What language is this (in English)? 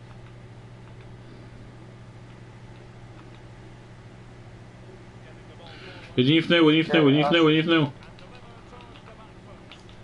Bulgarian